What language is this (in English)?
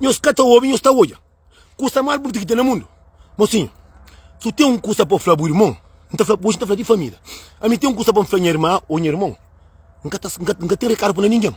Kabuverdianu